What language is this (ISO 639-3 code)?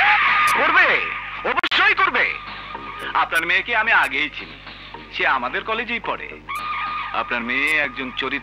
ben